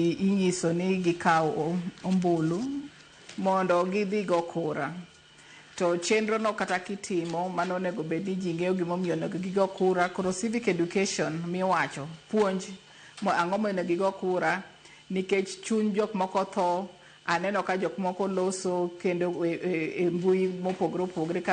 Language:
Luo (Kenya and Tanzania)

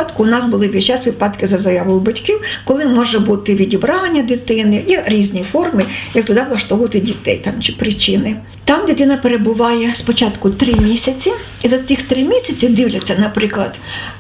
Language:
Ukrainian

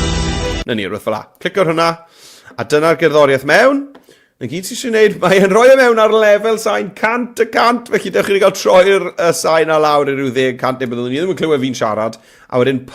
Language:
Welsh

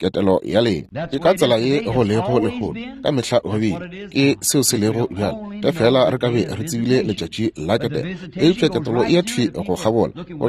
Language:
Northern Sotho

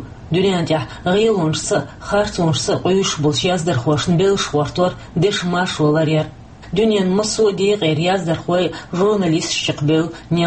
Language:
Chechen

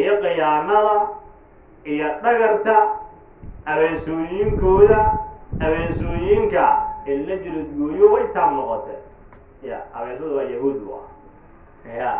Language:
Somali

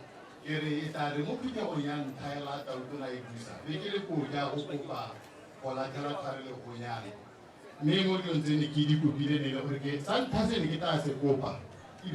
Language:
Tswana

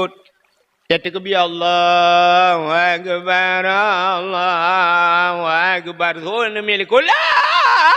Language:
Achinese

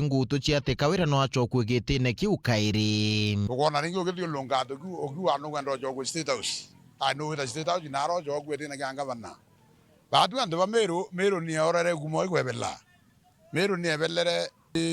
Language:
Meru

